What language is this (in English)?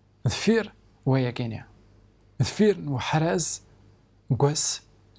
Kabyle